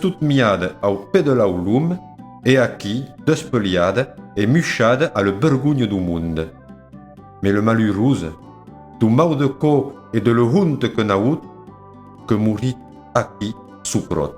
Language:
Occitan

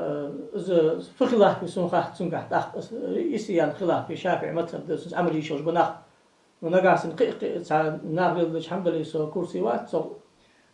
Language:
Ingush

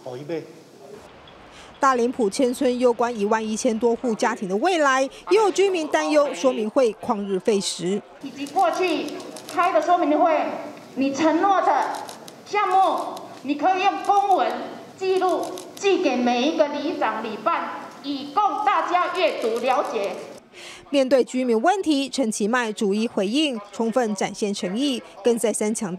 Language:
Chinese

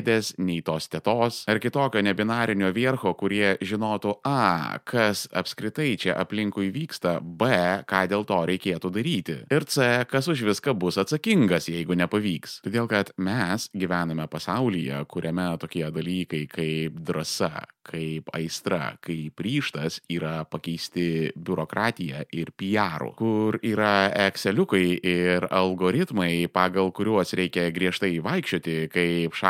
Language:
Lithuanian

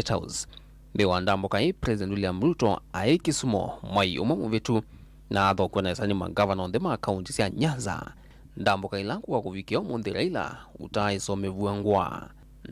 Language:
Kamba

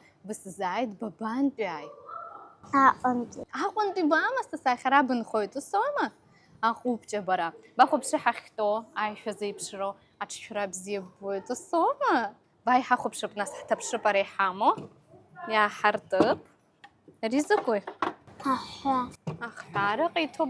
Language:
Abkhazian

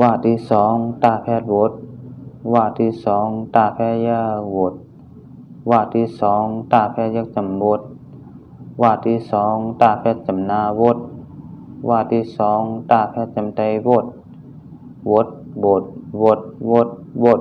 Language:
Shan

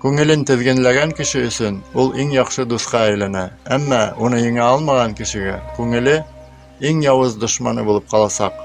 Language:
Bashkir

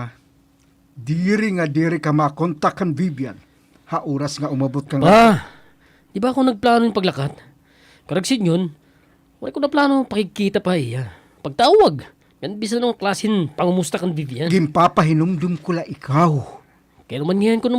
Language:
Waray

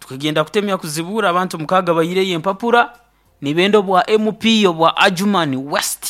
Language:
Nyoro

